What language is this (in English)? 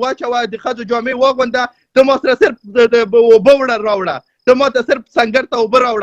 Pashto